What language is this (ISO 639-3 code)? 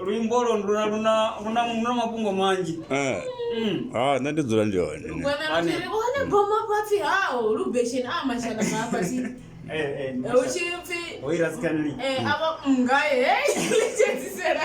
ven